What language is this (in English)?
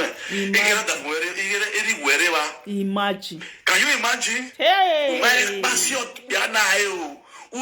Nigerian Pidgin